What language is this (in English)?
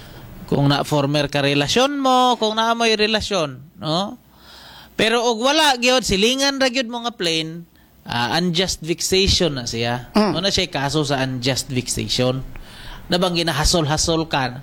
Cebuano